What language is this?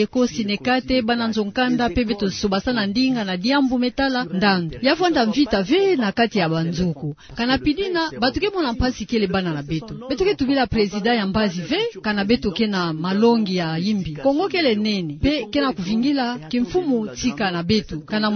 Kituba (Democratic Republic of Congo)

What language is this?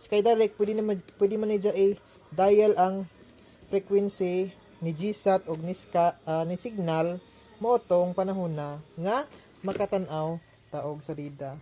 Cebuano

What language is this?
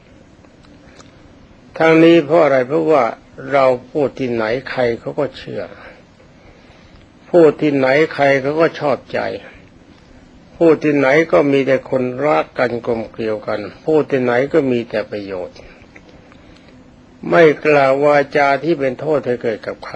Thai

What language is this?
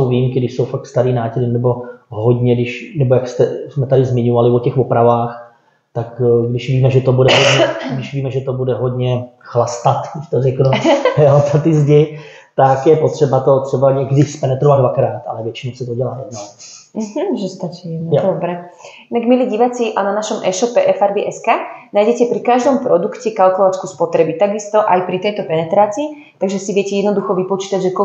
Czech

